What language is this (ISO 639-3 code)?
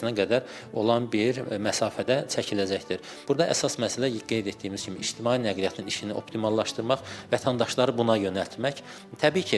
aze